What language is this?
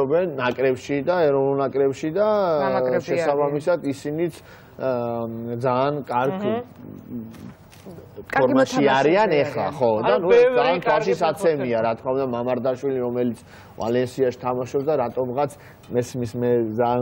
Georgian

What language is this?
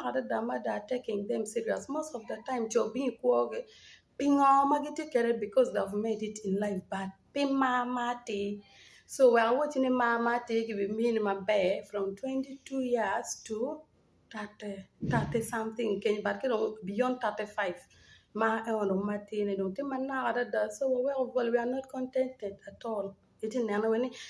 Acoli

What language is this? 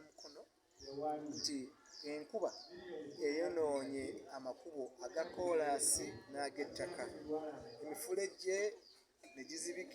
Ganda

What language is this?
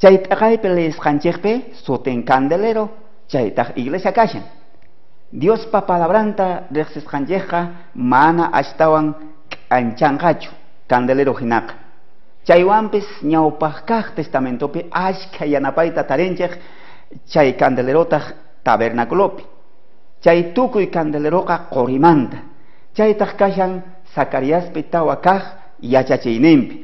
South Bolivian Quechua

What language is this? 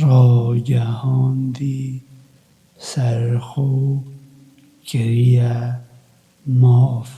Kurdish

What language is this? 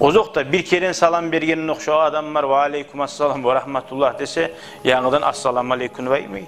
Kumyk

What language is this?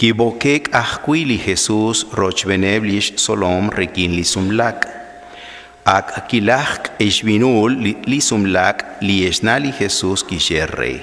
Kekchí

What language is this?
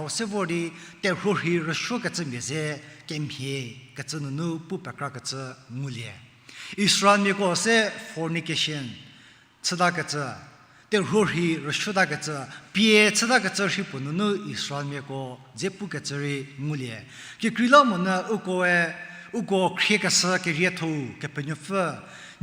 Angami Naga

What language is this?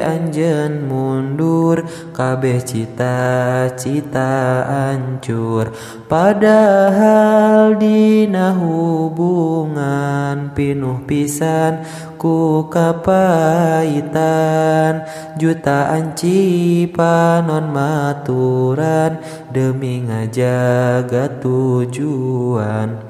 Sundanese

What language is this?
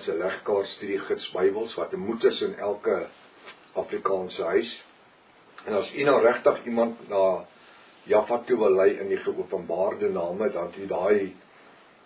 Afrikaans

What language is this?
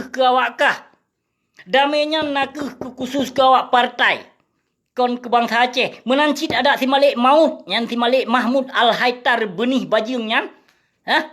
Achinese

